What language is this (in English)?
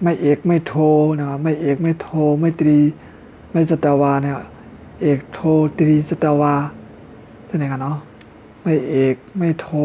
Shan